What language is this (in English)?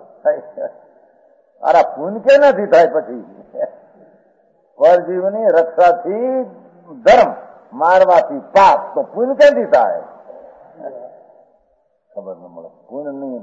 Gujarati